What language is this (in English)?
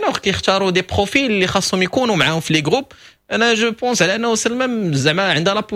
Moroccan Arabic